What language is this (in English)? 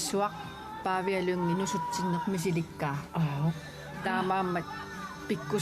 Kalaallisut